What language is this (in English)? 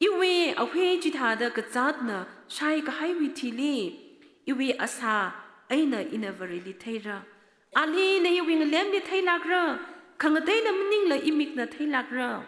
Tangkhul Naga (India)